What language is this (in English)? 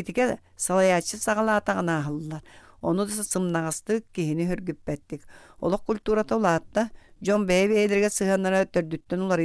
Yakut